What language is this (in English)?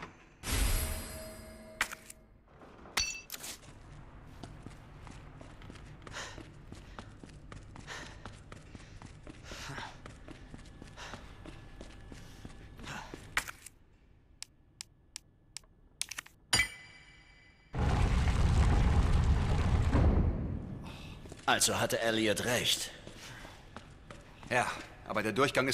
German